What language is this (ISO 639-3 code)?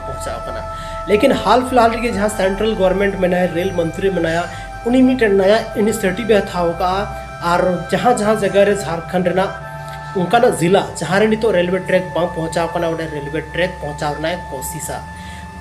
sat